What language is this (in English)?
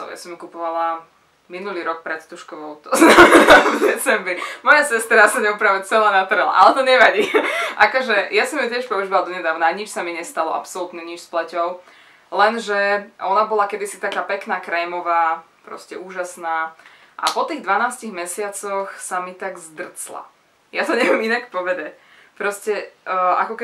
Slovak